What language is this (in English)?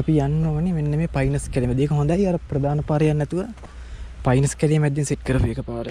Sinhala